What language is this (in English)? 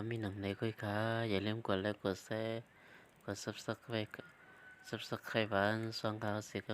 Shan